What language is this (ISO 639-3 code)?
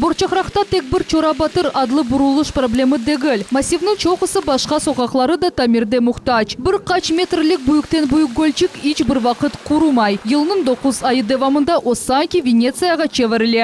crh